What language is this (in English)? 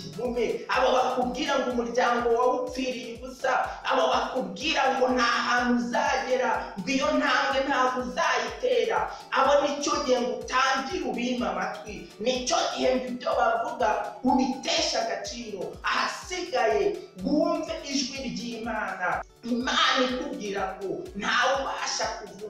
Kinyarwanda